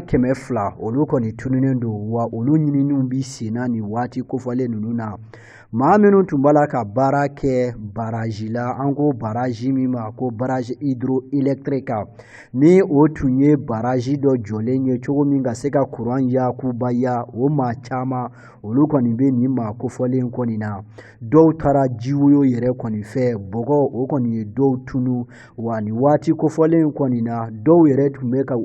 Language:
Bambara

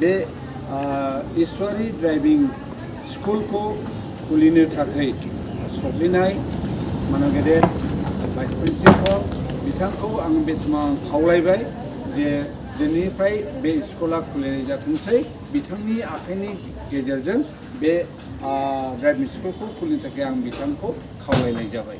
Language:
Bodo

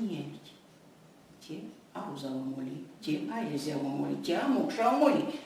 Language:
Erzya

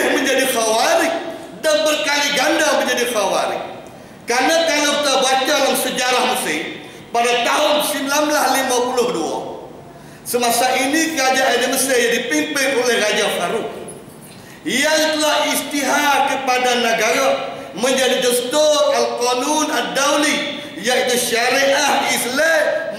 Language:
Malay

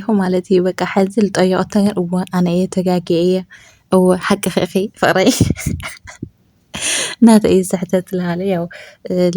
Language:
Tigrinya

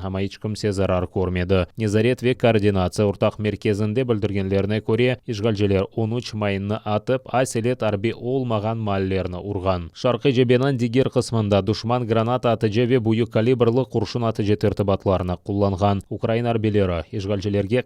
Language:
Crimean Tatar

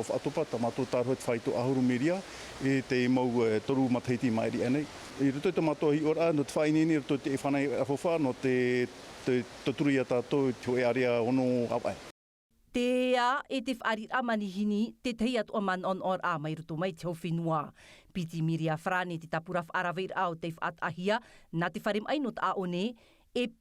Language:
Tahitian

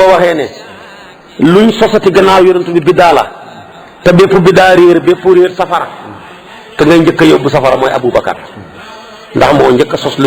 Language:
Wolof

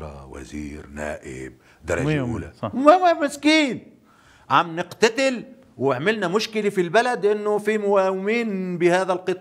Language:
North Levantine Arabic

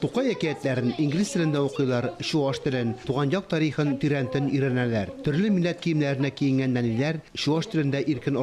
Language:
Tatar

